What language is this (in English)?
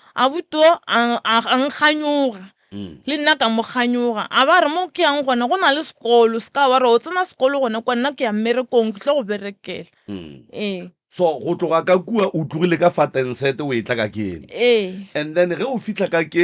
Northern Sotho